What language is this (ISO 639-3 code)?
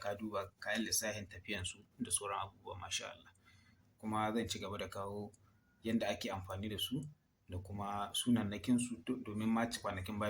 hau